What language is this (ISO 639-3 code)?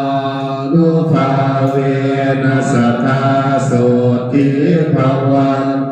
pli